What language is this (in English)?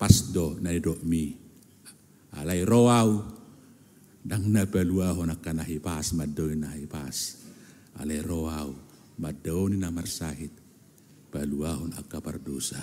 Batak Toba